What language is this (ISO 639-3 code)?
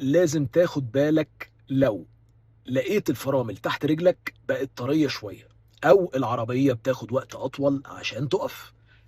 arz